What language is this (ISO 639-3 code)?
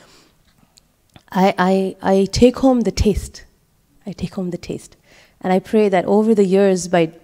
eng